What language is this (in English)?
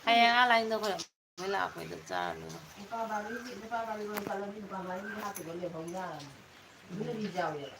Manipuri